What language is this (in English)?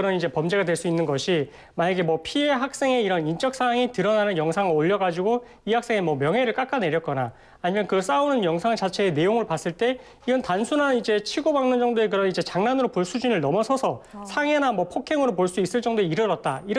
Korean